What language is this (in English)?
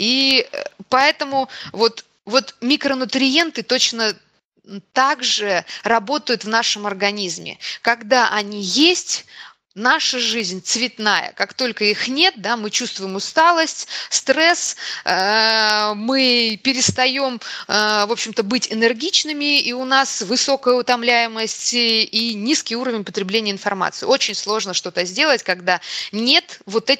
Russian